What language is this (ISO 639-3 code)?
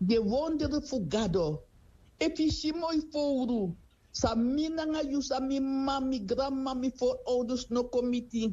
srn